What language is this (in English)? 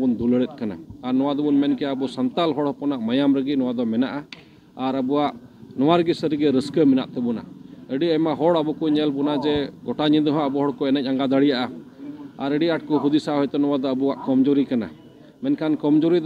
Santali